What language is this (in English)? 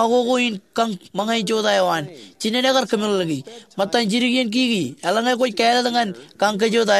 Marshallese